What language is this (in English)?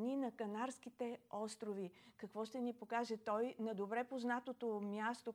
Bulgarian